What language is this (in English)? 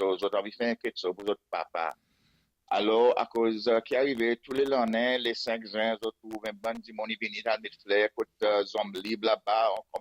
Seselwa Creole French